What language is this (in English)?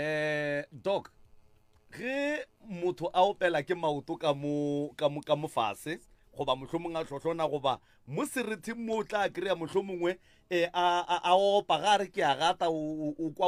Northern Sotho